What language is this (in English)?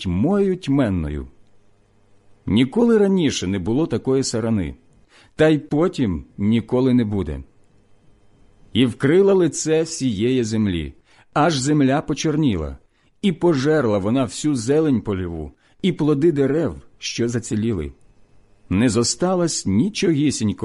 Ukrainian